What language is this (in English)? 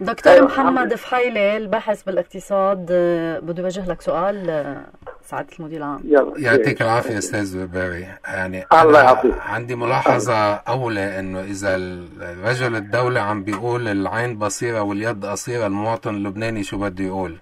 North Levantine Arabic